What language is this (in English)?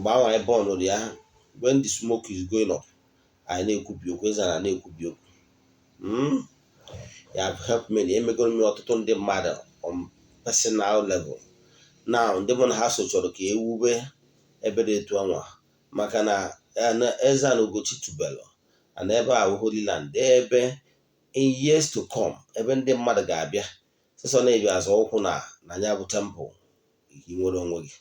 Igbo